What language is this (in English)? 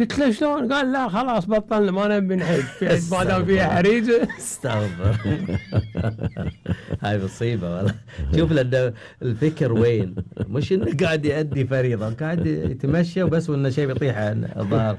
Gulf Arabic